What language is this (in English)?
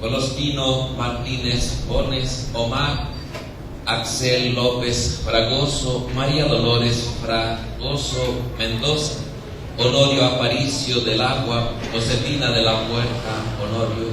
Nahuatl languages